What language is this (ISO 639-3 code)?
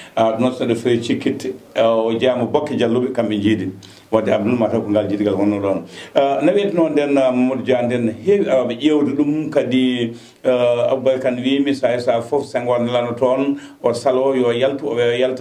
ful